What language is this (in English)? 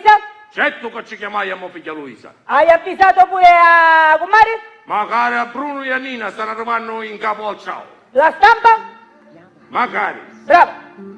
Sicilian